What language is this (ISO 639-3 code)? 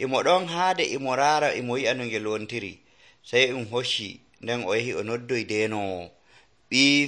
fuv